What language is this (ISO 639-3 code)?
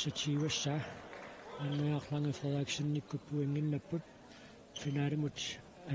kal